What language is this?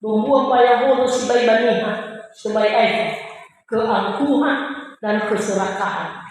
Nias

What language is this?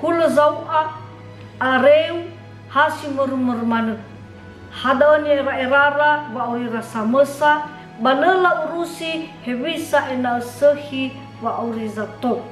Nias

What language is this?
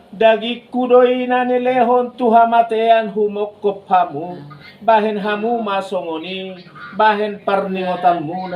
Batak Toba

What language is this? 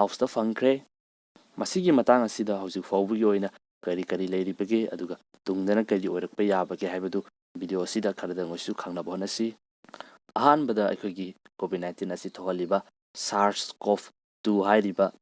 Manipuri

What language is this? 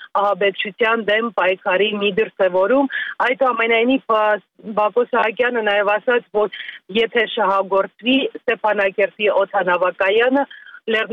Armenian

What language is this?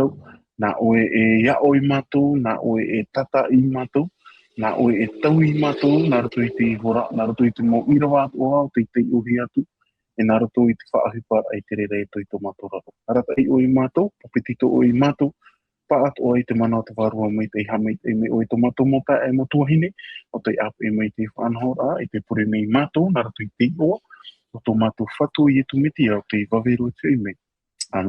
Tahitian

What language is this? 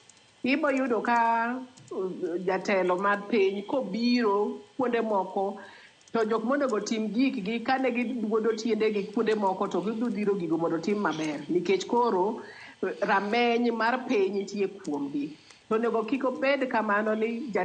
Luo (Kenya and Tanzania)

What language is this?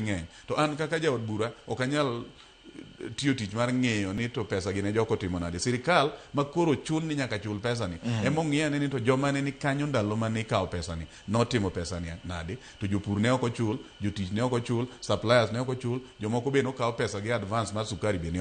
Luo (Kenya and Tanzania)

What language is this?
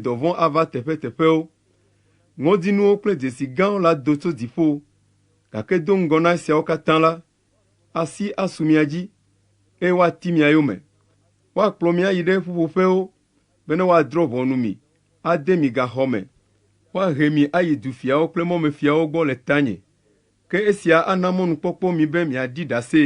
Ewe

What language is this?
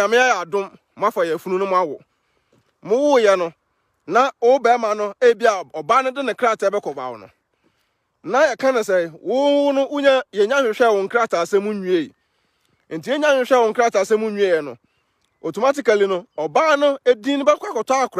Akan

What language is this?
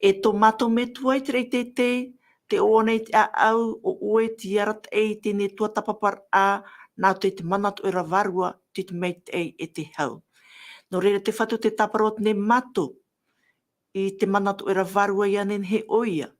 Tahitian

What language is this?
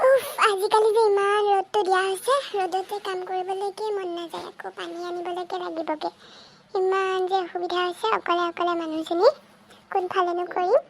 Assamese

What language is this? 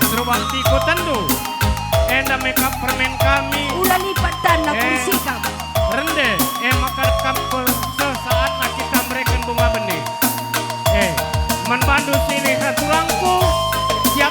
Batak Karo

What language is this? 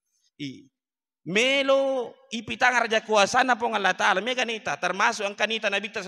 Buginese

